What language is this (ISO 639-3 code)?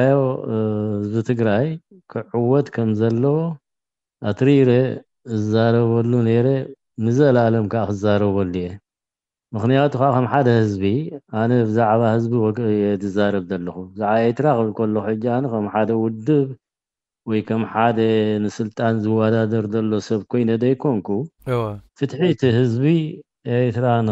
tir